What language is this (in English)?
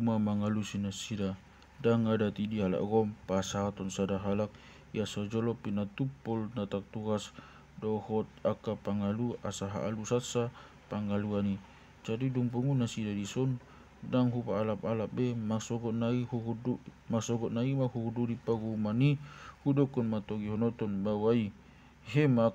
Batak Toba